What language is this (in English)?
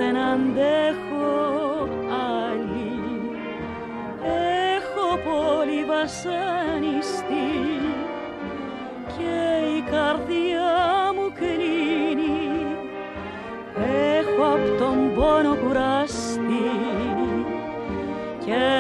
Greek